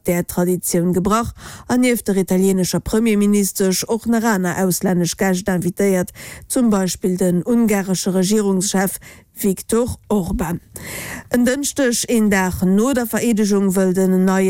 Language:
Luxembourgish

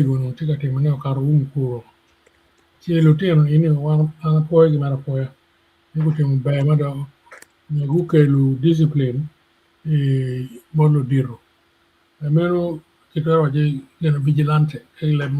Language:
Acoli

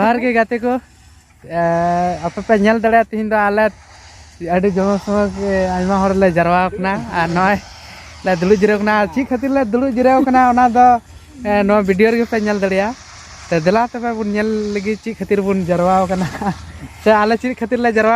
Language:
Santali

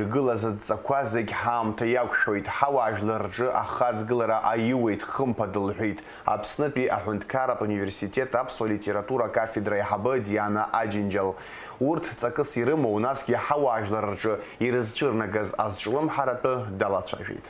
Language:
Abkhazian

